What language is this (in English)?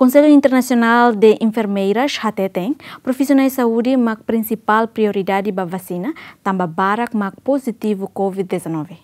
Tetum